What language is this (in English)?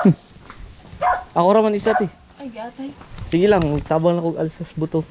Cebuano